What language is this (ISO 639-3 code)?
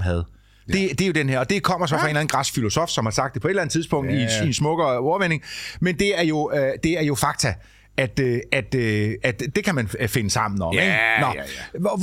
dan